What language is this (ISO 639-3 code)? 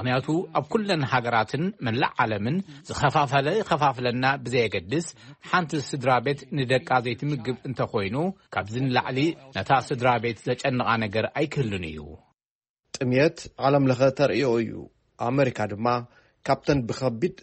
tir